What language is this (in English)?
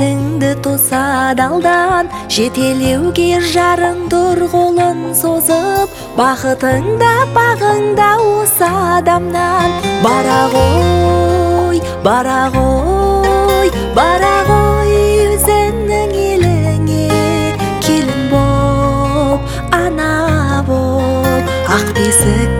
Kazakh